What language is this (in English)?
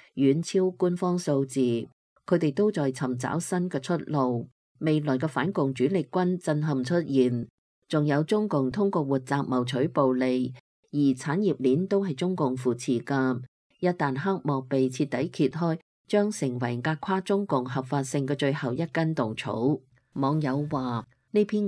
Cantonese